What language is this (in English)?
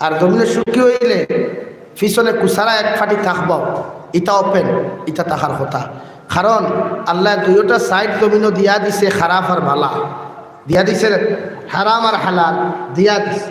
Sylheti